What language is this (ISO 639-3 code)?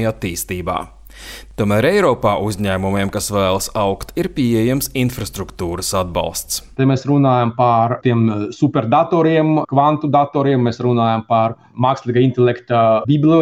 lav